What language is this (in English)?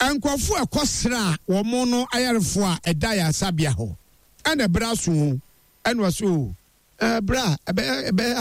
Akan